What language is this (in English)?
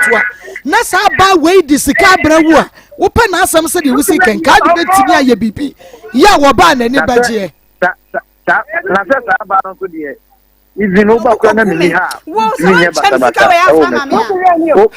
Akan